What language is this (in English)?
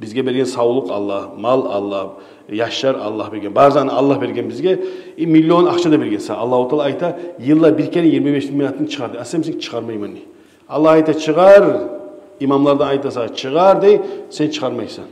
Kumyk